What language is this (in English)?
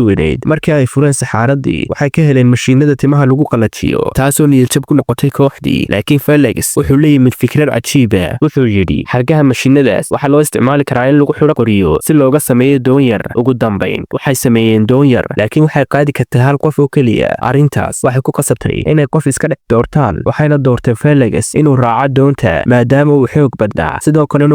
Somali